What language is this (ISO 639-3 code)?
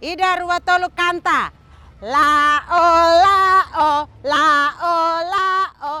tet